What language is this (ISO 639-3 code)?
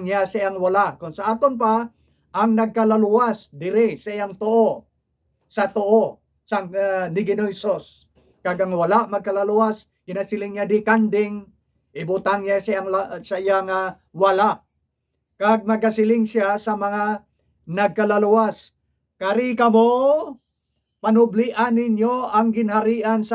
hil